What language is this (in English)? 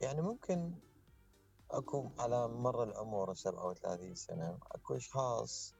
Mesopotamian Arabic